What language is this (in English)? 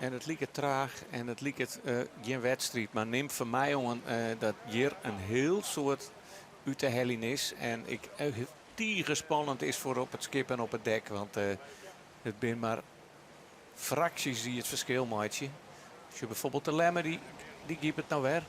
Western Frisian